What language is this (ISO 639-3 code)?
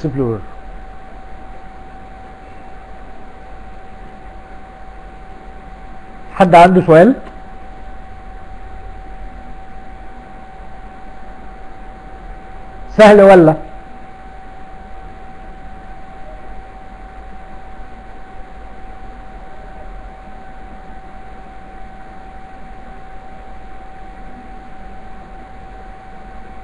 arz